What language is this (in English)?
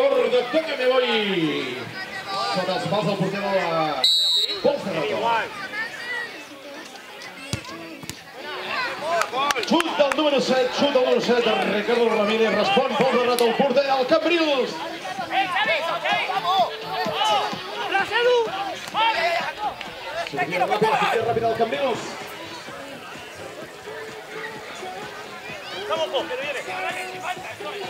Catalan